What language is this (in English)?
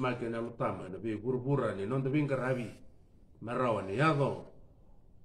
Fijian